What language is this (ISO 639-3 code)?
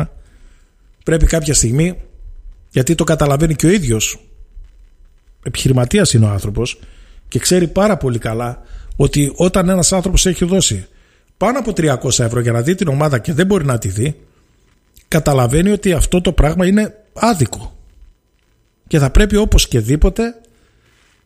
ell